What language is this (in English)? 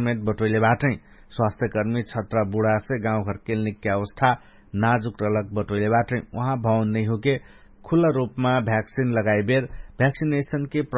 Dangaura Tharu